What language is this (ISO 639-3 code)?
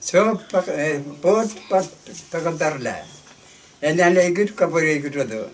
pon